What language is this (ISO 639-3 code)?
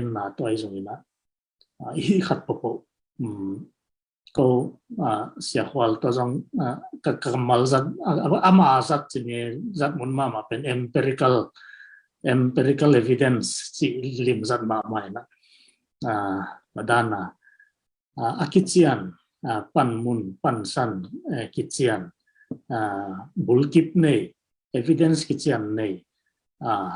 ctd